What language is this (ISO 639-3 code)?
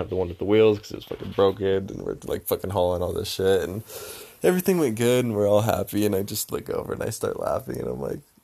eng